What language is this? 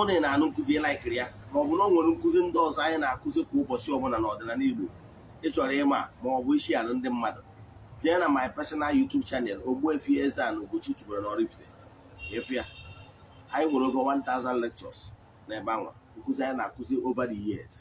Igbo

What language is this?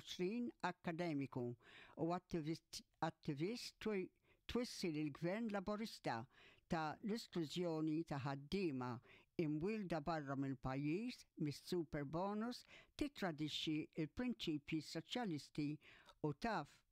Maltese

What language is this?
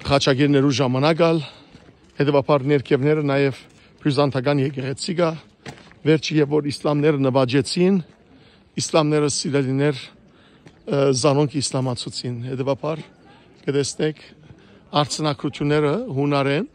Western Armenian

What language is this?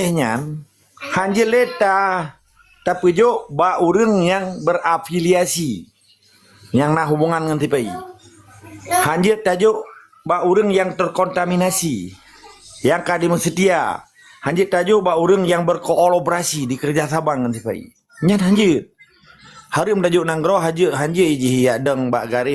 Achinese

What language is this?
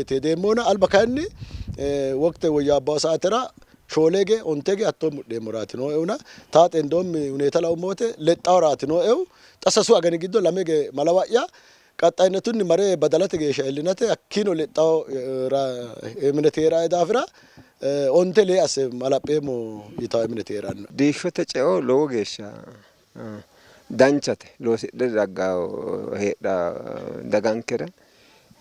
Sidamo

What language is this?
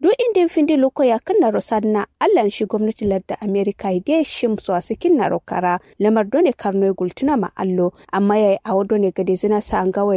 Kanuri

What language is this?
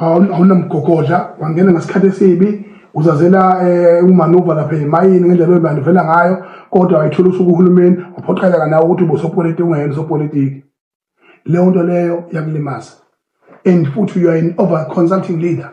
Zulu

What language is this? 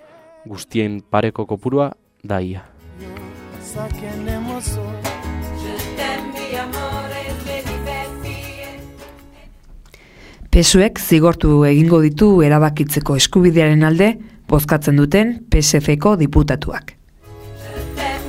Basque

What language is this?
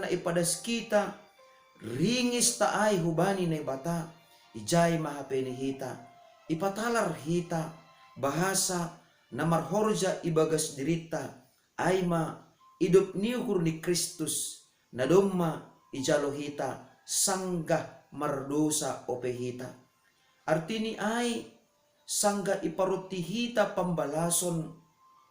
Batak Simalungun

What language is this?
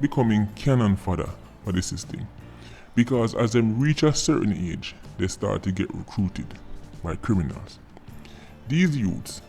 Jamaican Creole English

